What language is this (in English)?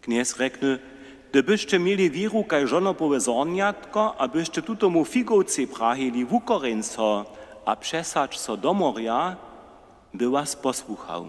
Upper Sorbian